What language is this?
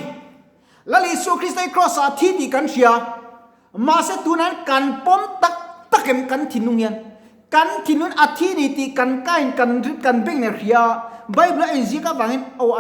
Mizo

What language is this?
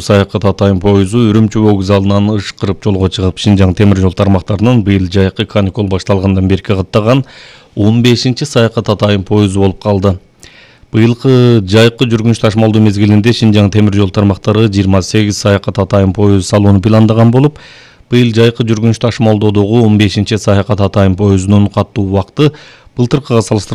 Kyrgyz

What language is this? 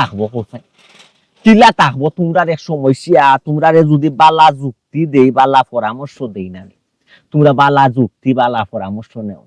Sylheti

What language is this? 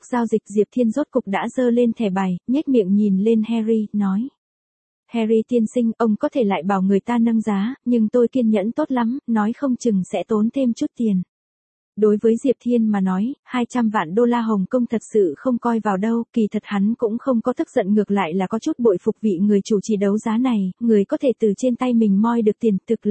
Vietnamese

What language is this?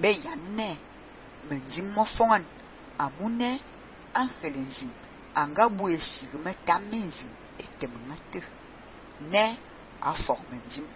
Fang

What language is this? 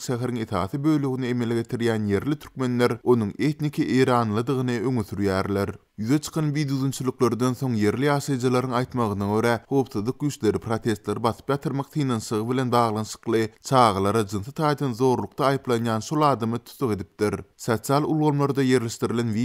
Turkmen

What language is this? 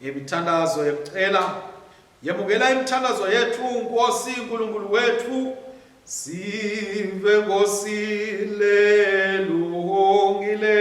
Swati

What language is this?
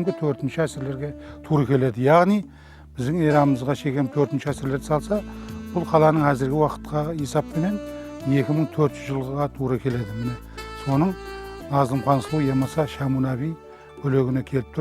Kara-Kalpak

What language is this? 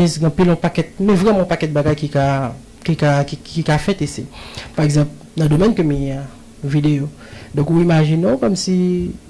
Haitian Creole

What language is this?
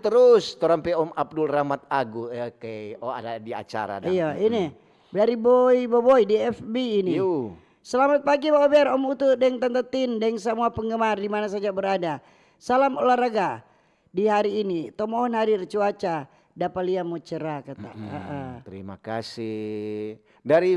Manado Malay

